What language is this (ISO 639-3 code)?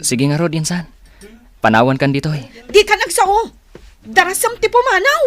ilo